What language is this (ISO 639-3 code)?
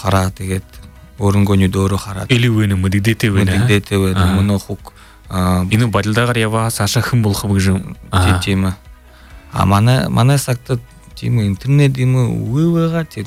bua